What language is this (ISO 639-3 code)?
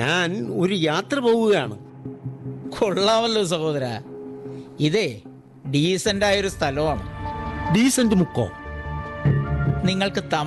mal